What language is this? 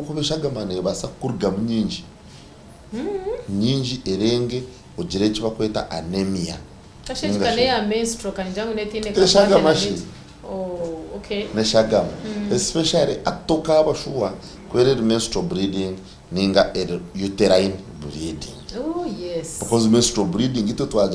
Nyankole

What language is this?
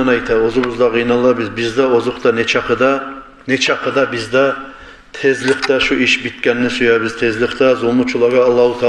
Kumyk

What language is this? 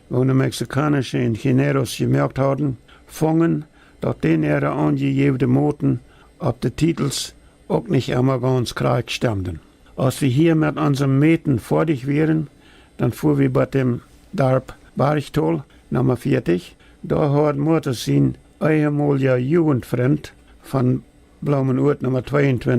Plautdietsch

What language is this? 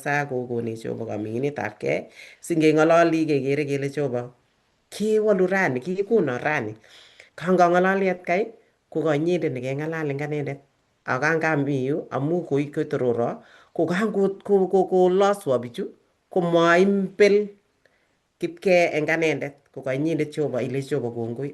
Kalenjin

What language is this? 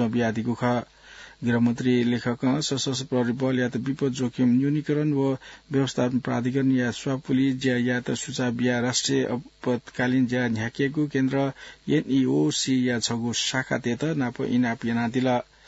Newari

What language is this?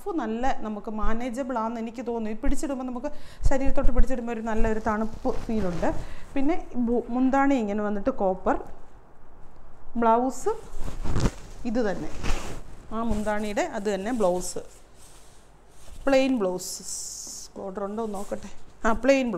Malayalam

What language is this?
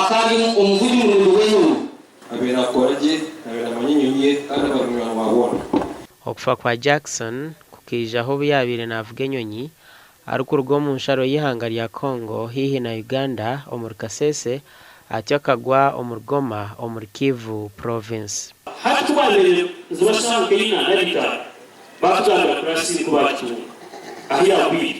Nyankole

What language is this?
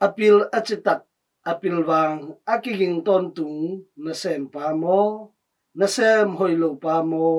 Tedim Chin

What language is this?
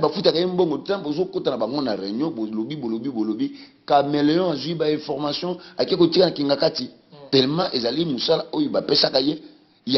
Lingala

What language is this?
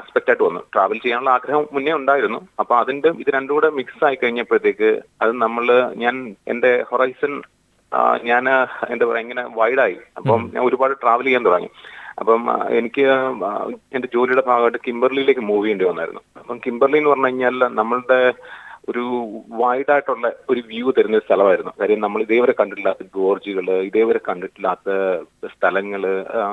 Malayalam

